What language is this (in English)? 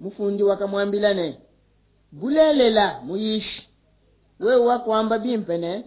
Luba-Lulua